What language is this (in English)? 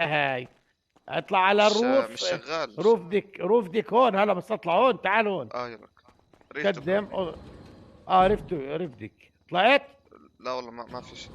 North Levantine Arabic